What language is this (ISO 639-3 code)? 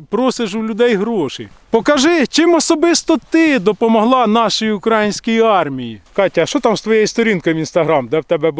ukr